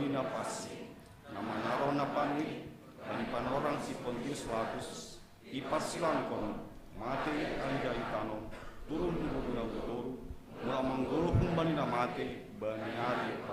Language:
Batak Simalungun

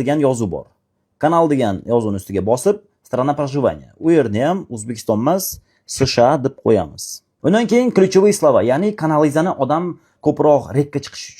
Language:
Uzbek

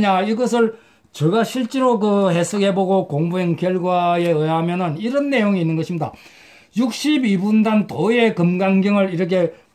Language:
Korean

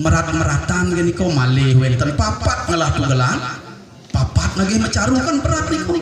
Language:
Balinese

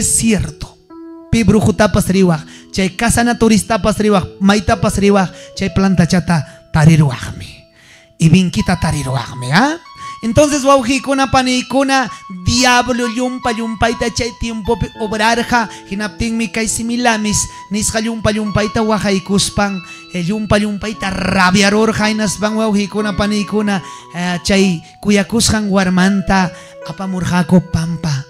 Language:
Ayacucho Quechua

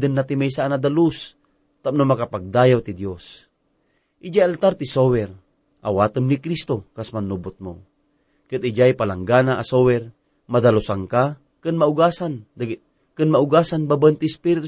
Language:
Iloko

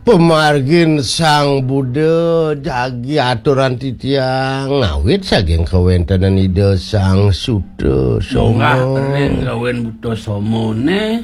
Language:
Balinese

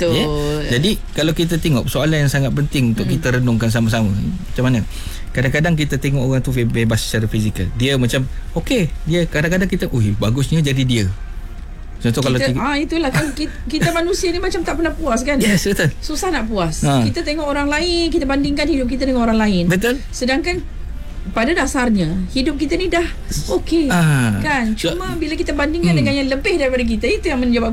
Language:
Malay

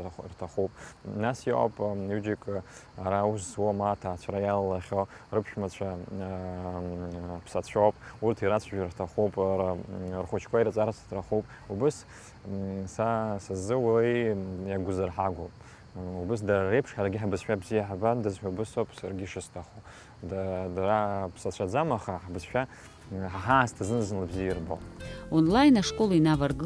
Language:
Abkhazian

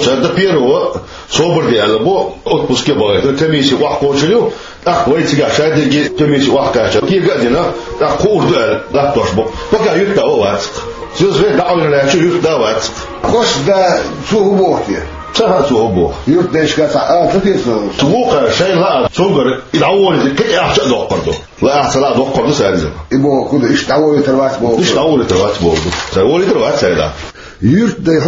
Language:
Chechen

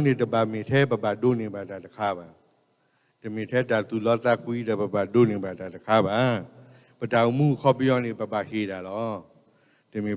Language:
S'gaw Karen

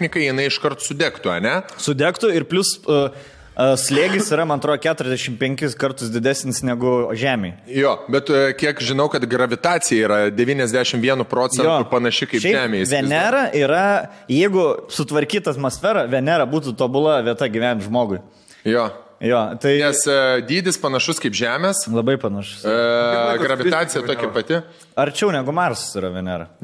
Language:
Lithuanian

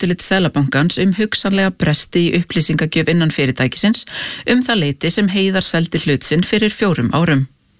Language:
Icelandic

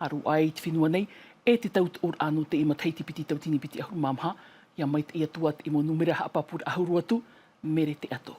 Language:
Tahitian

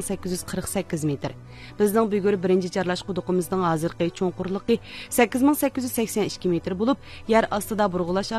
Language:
Uyghur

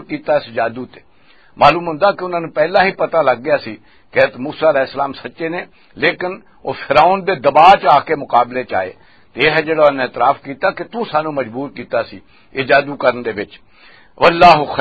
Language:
Western Panjabi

